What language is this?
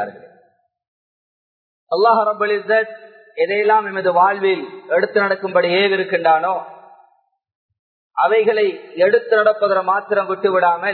Tamil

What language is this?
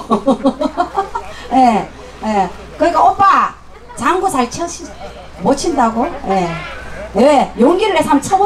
Korean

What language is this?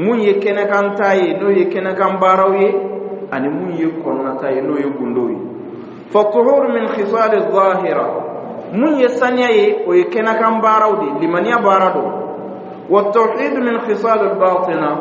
Dyula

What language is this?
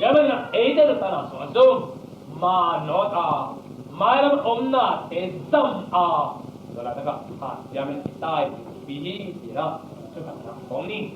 Tedim Chin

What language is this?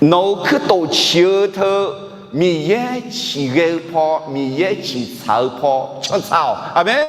Akha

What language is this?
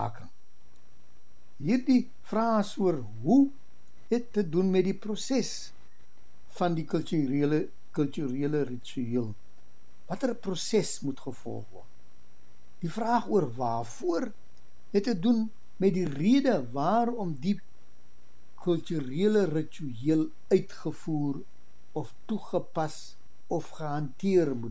Afrikaans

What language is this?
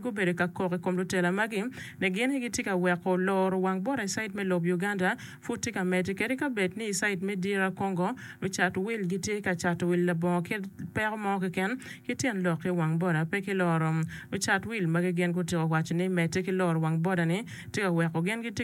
Acoli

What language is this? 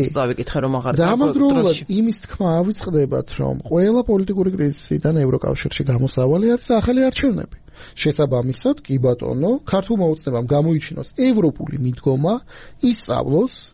Georgian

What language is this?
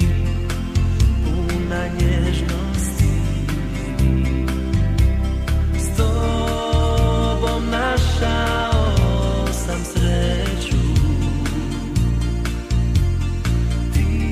Croatian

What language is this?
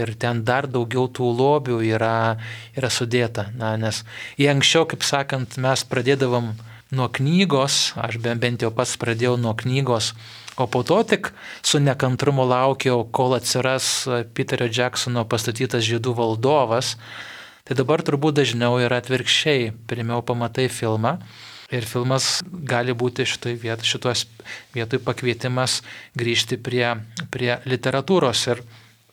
Lithuanian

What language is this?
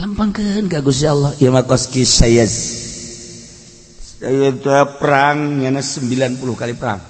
Sundanese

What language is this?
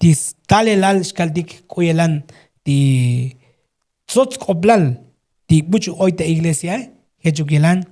Tzotzil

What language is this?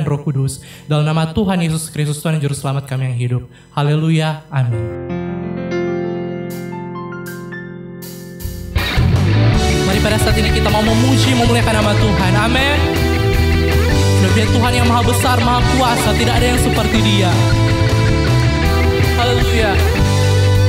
Indonesian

